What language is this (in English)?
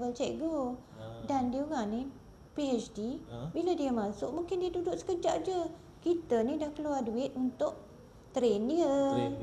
Malay